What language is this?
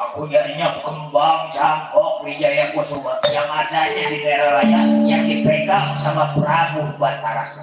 Betawi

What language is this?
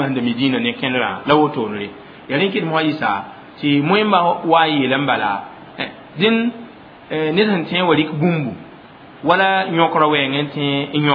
Mossi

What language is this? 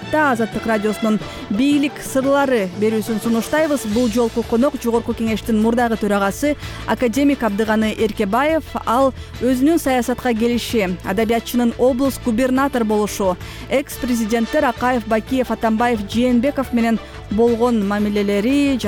Kyrgyz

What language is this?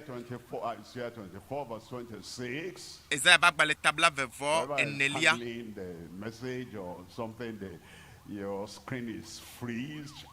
Ewe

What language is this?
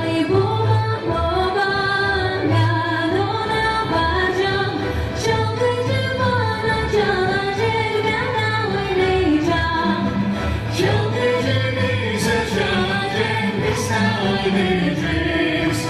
Gagauz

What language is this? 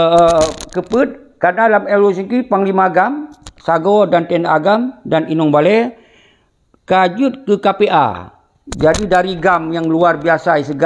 Achinese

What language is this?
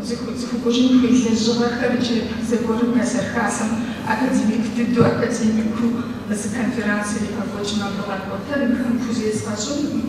Kabardian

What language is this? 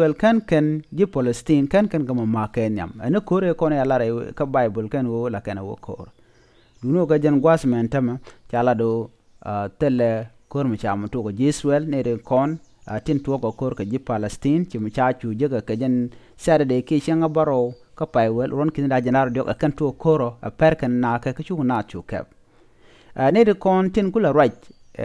Nuer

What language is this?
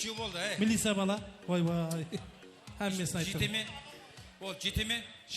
Kara-Kalpak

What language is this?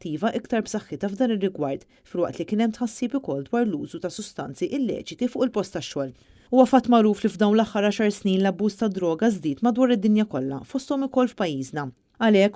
Maltese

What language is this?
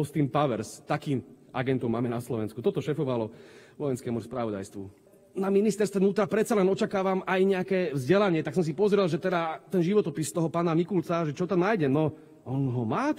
Slovak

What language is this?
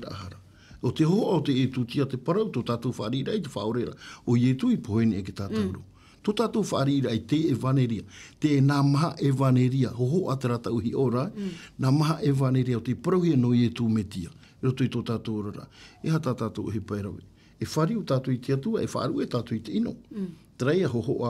Tahitian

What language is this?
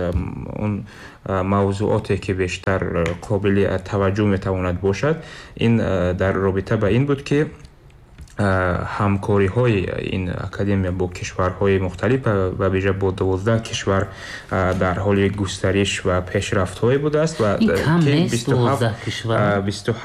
Tajik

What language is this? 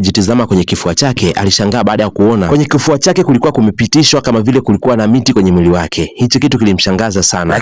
Swahili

